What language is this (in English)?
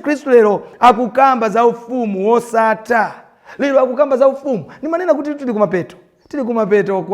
Nyanja